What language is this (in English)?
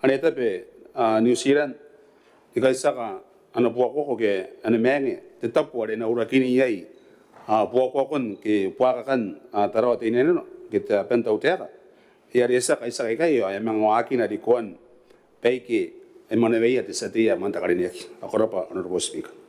Gilbertese